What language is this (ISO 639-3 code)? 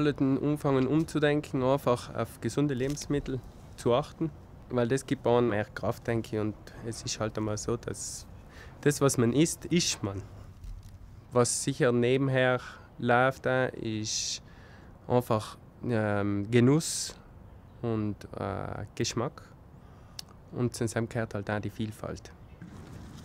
deu